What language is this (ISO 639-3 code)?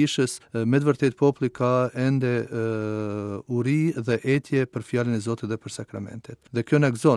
sqi